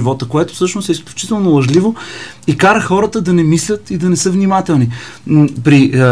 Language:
Bulgarian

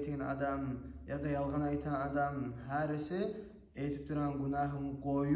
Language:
Kumyk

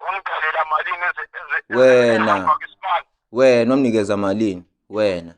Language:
Zulu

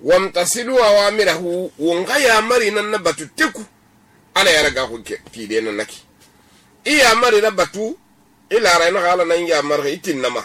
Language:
Susu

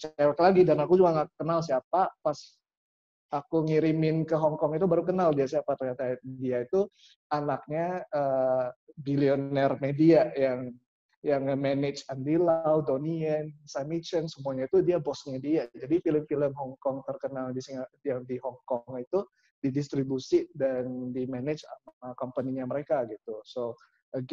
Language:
Indonesian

